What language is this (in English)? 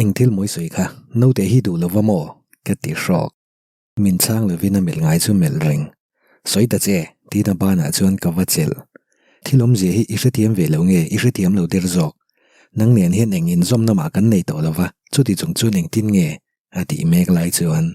Mizo